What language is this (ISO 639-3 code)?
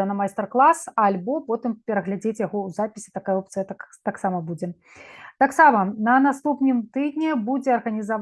bel